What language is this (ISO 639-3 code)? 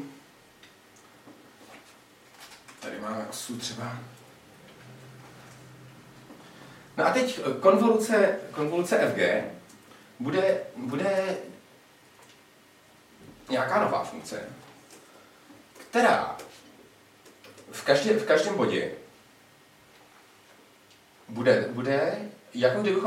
ces